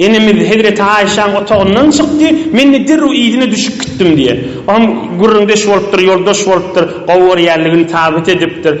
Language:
Turkmen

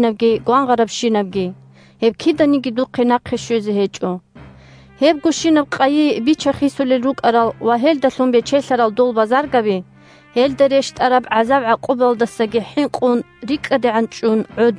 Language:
Avaric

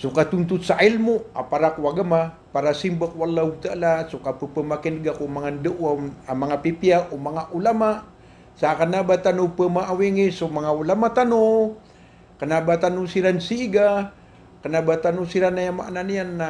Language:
Maranao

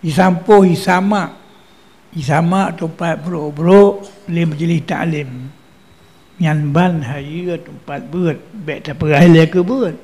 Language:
Achinese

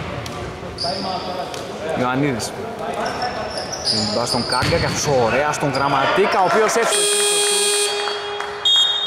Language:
Greek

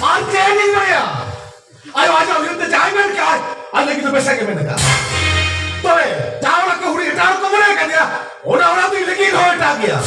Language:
Santali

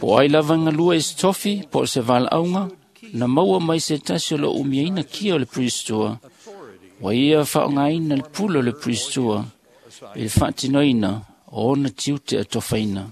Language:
Samoan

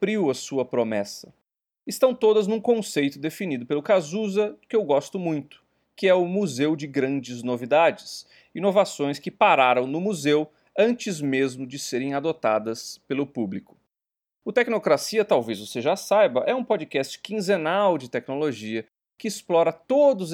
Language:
Portuguese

